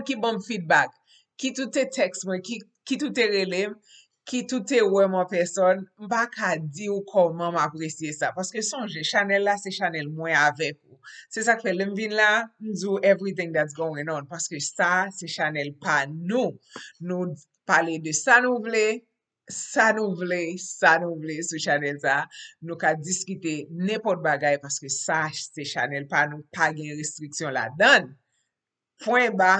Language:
Haitian Creole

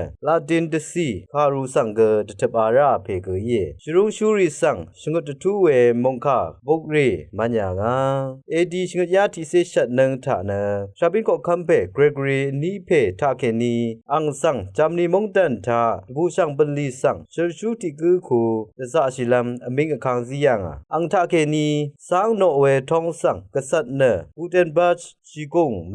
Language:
Rawang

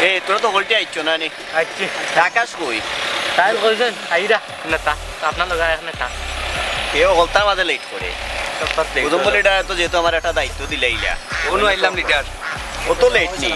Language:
Sylheti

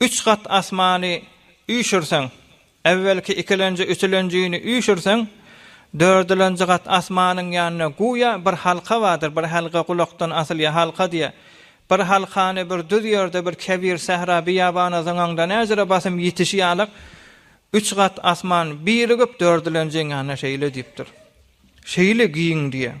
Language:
Turkmen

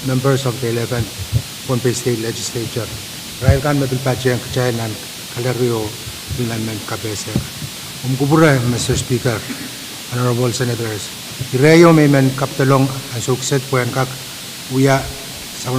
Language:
Pohnpeian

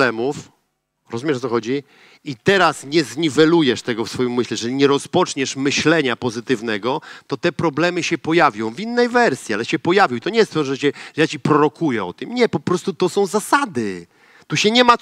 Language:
Polish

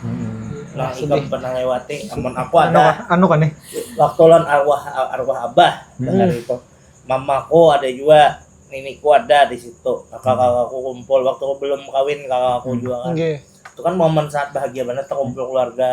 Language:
Banjar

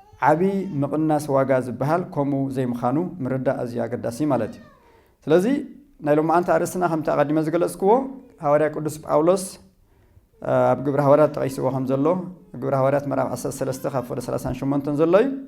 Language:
Tigrinya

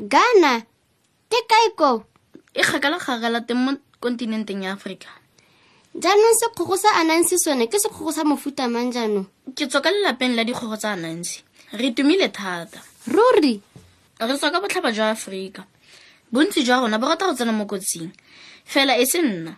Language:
Tswana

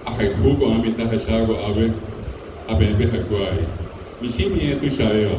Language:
Guarani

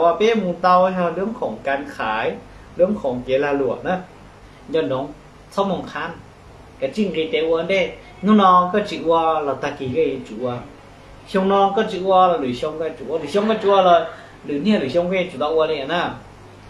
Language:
Hmong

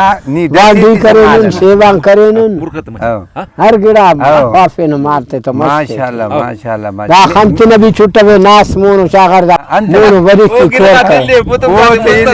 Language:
Brahui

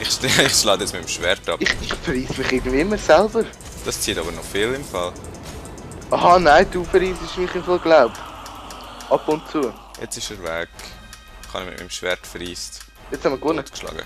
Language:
Swiss German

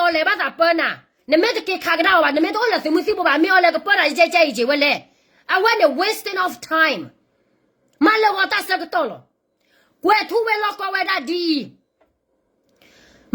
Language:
S'gaw Karen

